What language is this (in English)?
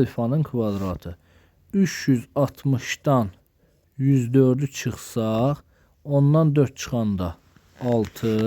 Azerbaijani